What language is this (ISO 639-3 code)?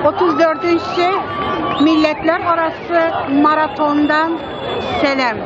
tat